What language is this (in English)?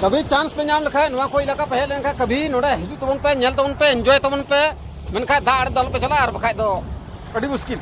Santali